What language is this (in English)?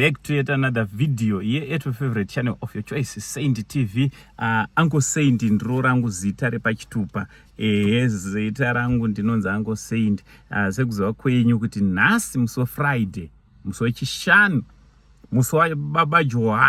Shona